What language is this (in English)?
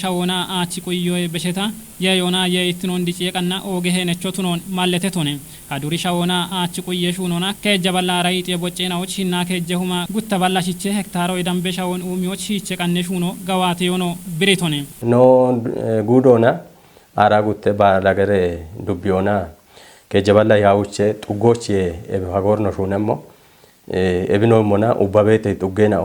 Kafa